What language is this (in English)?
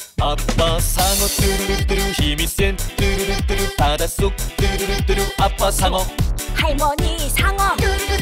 Korean